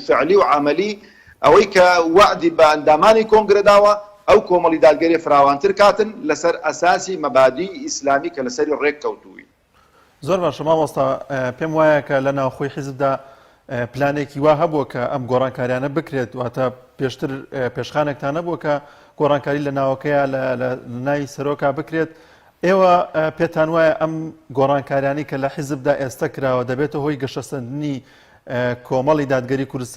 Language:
Central Kurdish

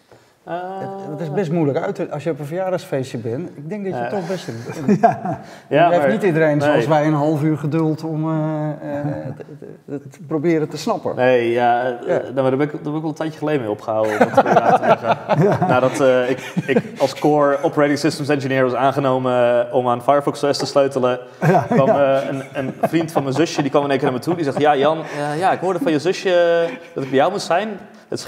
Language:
Dutch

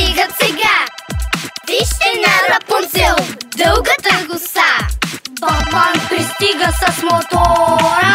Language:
Bulgarian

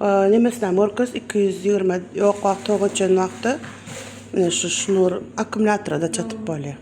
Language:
Turkmen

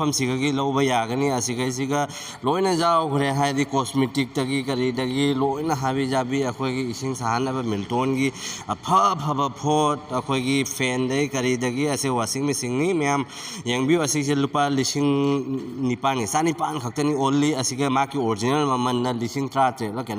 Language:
Manipuri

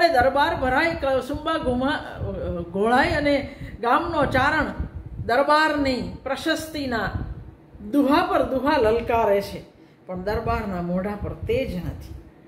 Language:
Gujarati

